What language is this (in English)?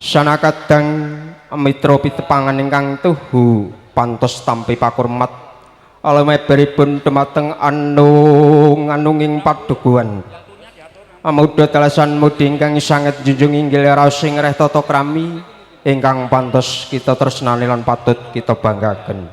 Javanese